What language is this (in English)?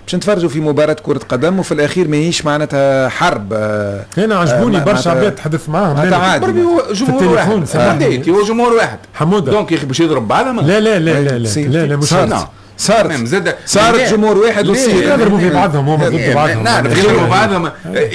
Tunisian Arabic